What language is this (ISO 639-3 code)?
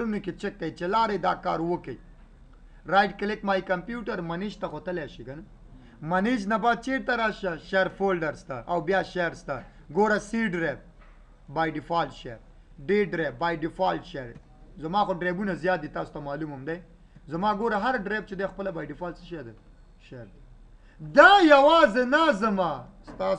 pus